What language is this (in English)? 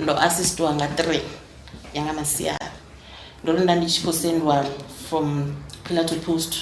Venda